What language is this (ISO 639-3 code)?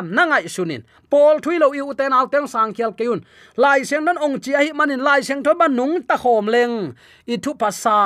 ctd